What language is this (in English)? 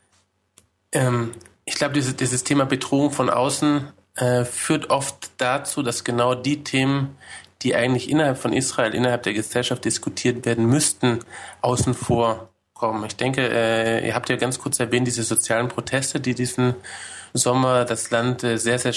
German